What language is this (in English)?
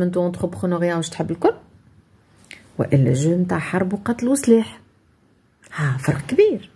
Tunisian Arabic